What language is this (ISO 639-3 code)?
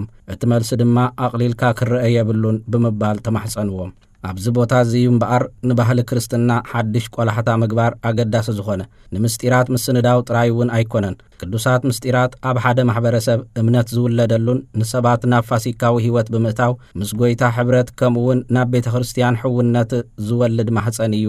tir